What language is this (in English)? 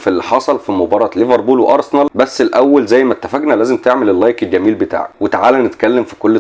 Egyptian Arabic